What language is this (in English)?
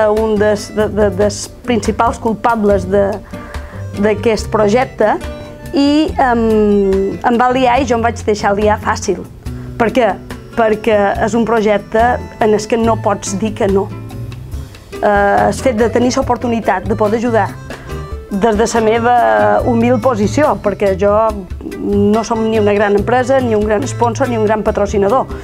Catalan